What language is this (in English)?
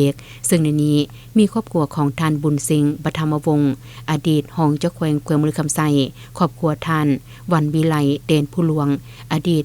Lao